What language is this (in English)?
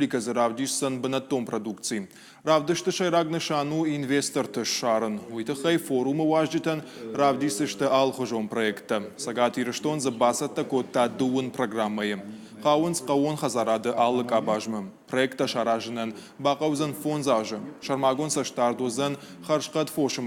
Ossetic